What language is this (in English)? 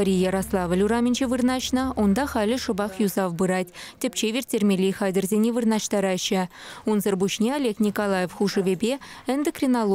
Chuvash